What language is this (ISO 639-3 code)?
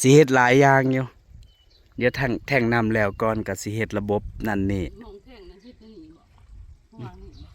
tts